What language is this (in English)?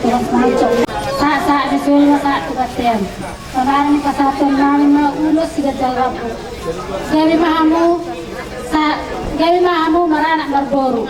Batak Toba